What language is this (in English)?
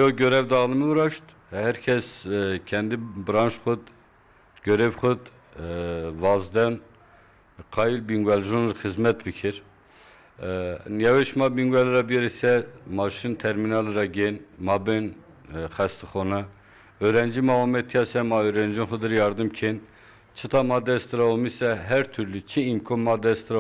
Zaza